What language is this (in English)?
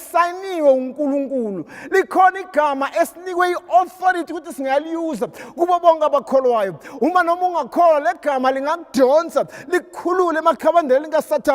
Zulu